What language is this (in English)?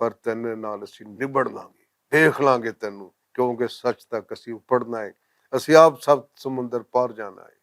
Western Panjabi